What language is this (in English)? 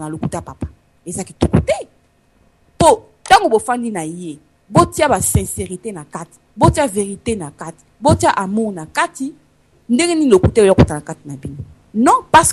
Lingala